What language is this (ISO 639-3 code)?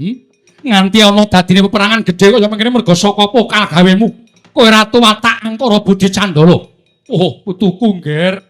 jav